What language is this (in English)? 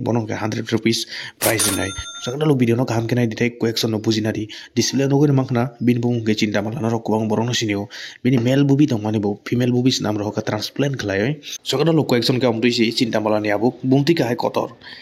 Kok Borok